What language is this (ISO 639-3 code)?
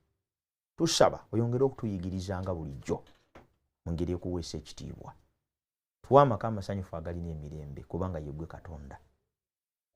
lug